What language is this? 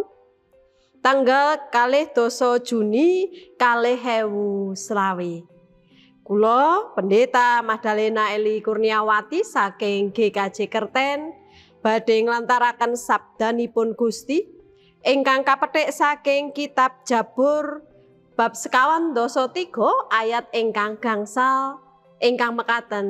Javanese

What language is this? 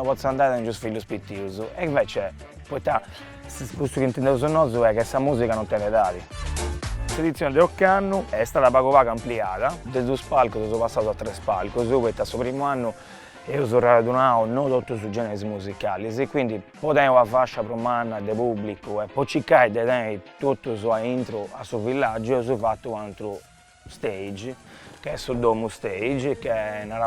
Sardinian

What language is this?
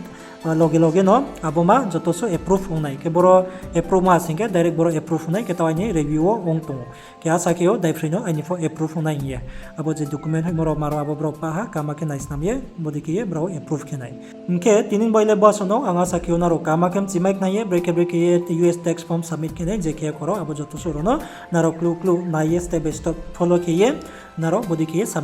Riang (India)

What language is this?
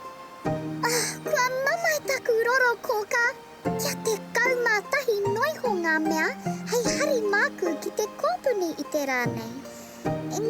Māori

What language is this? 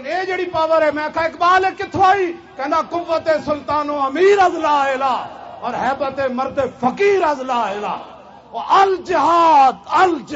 Western Panjabi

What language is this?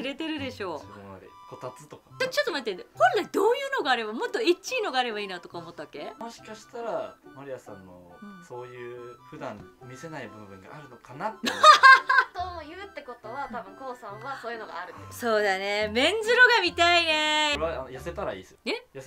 Japanese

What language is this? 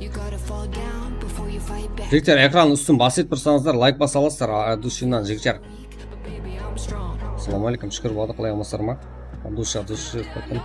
Kara-Kalpak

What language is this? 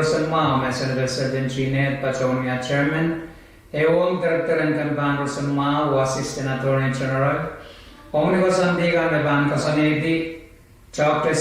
Pohnpeian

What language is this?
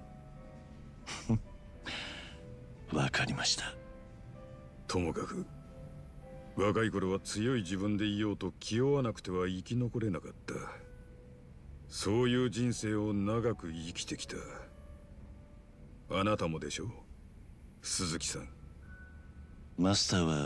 Japanese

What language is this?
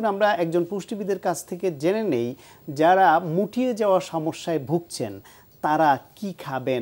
Bangla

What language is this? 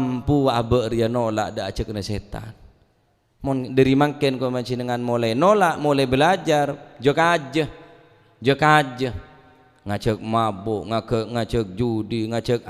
Madurese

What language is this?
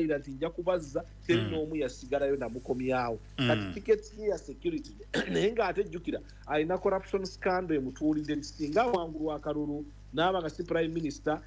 Ganda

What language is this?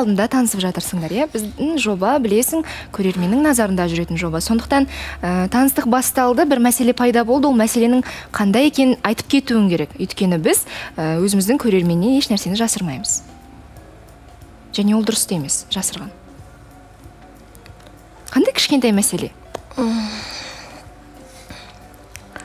Kazakh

